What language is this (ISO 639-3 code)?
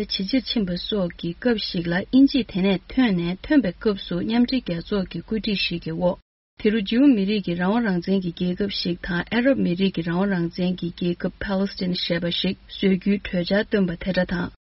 bod